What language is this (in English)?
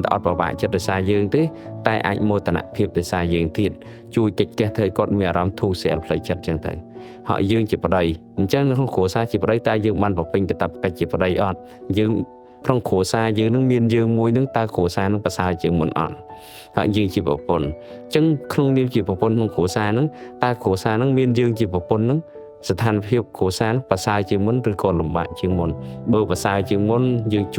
Khmer